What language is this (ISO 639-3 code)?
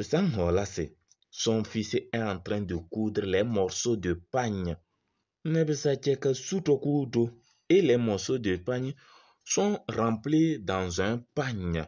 kbp